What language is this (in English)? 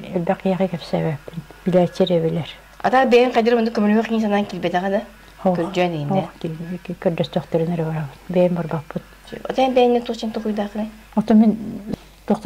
Yakut